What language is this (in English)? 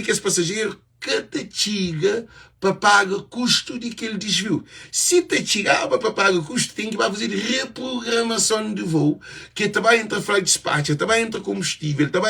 Kabuverdianu